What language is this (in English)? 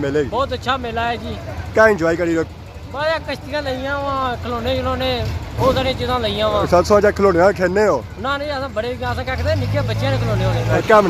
Pahari-Potwari